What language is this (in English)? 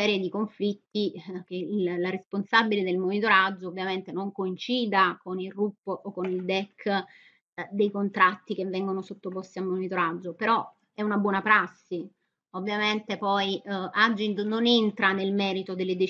Italian